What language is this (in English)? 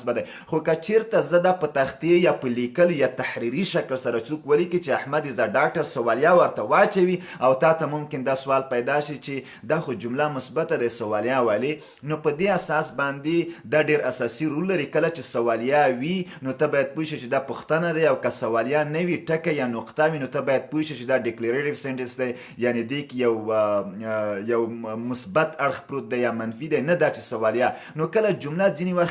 Pashto